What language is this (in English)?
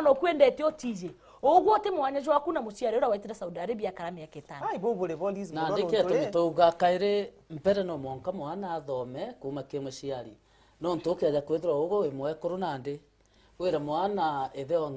Meru